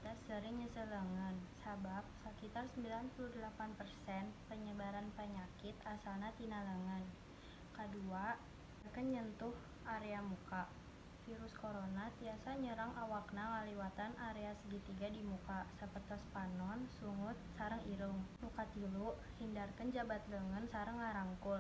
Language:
Sundanese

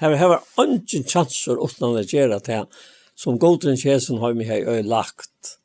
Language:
Faroese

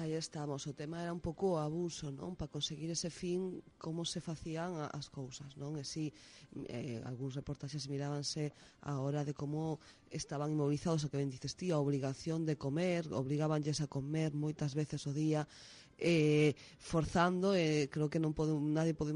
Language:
Galician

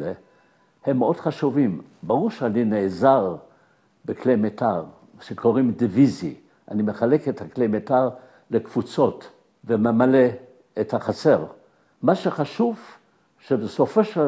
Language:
Hebrew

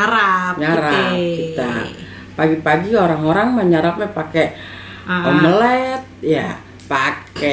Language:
Betawi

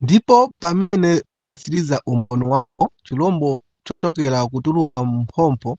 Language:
Nyanja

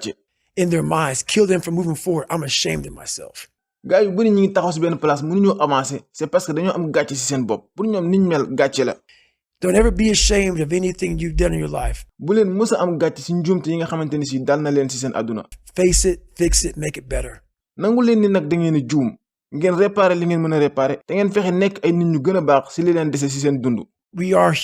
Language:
Wolof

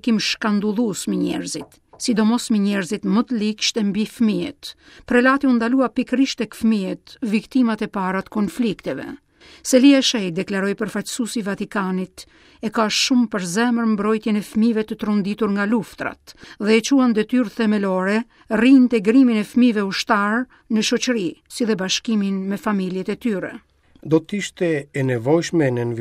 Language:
Albanian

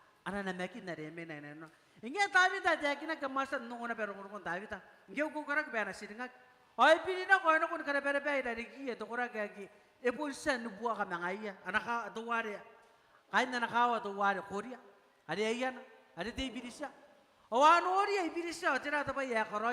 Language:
Gilbertese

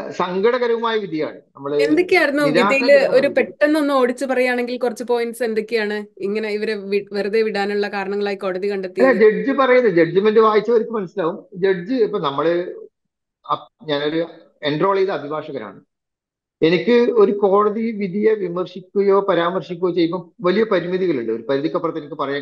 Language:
Malayalam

